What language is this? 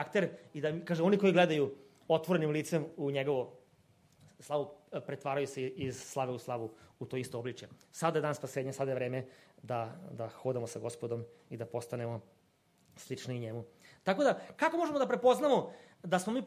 Serbian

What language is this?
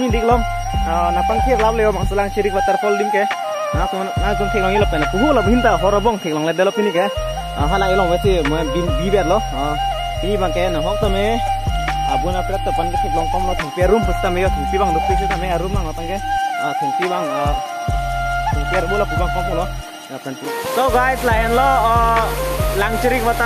Karbi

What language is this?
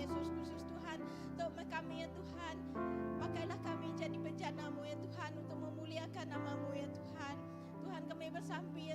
Iban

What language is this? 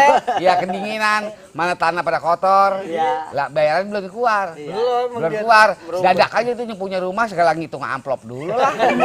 Betawi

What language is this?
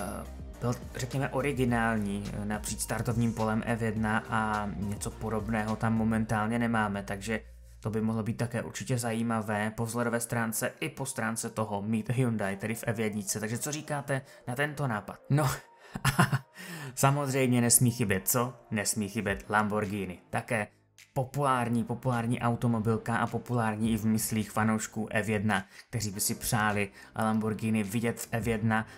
Czech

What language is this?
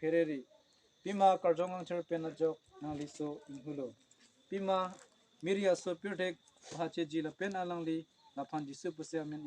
Karbi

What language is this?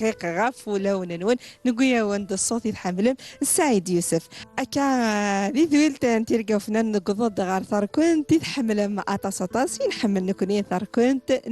Kabyle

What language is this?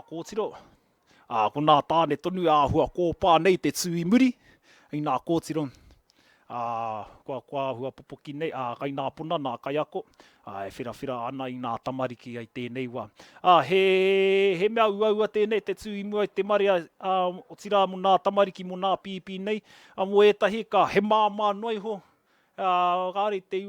Māori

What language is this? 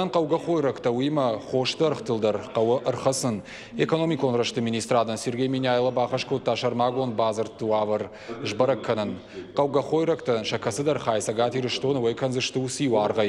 Ossetic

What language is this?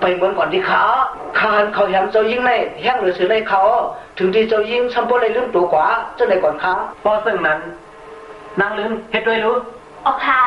Shan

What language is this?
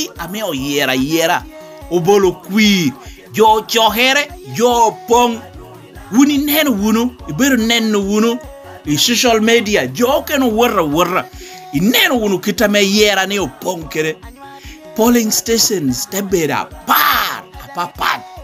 Lango (Uganda)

